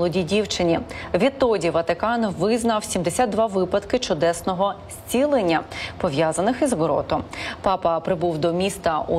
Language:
Ukrainian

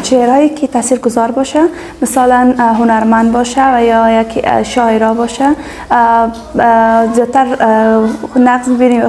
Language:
Tajik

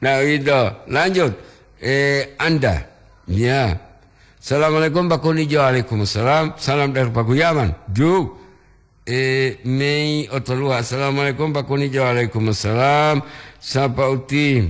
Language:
Gorontalo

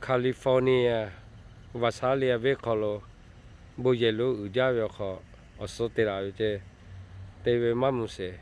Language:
Lahu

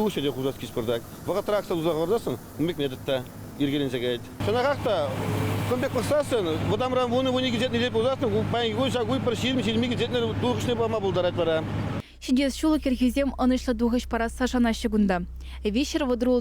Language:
Chuvash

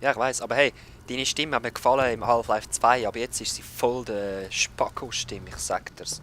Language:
Swiss German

